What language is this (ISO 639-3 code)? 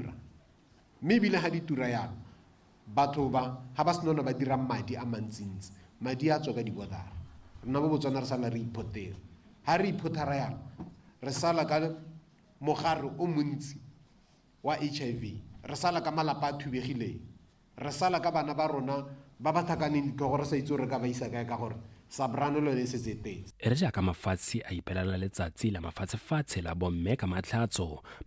tsn